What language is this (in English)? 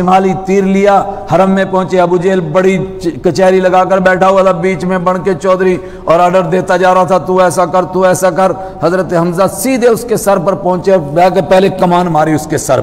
Urdu